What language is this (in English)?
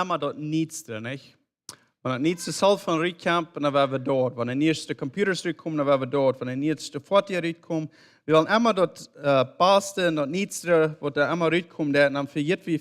Plautdietsch